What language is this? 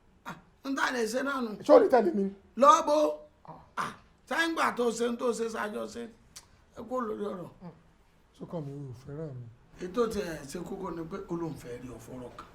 Yoruba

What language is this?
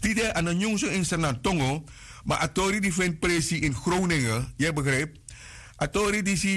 Sranan Tongo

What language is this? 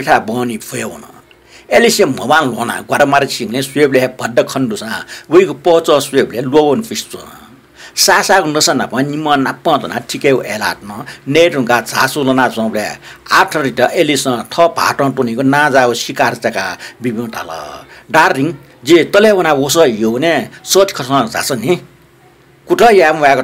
Newari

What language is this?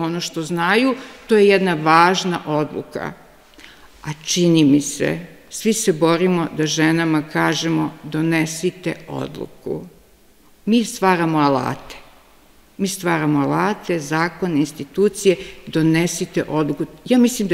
Serbian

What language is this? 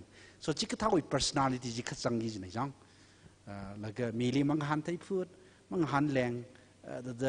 Tangkhul Naga (India)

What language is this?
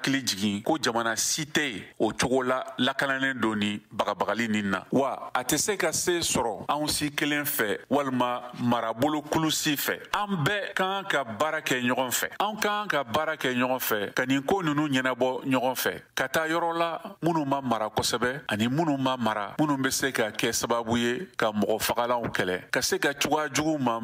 Bambara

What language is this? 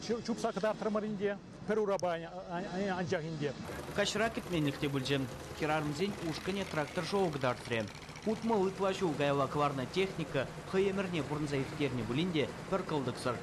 Chuvash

